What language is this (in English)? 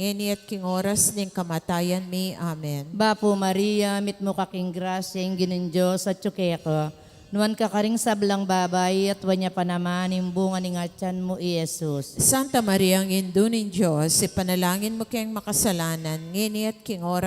Pampanga